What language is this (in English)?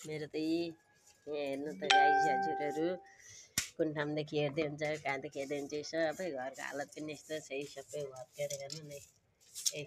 Nepali